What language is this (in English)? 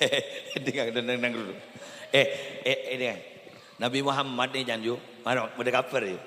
Madurese